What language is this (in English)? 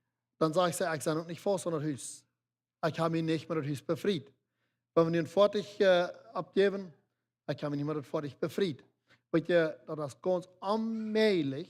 Plautdietsch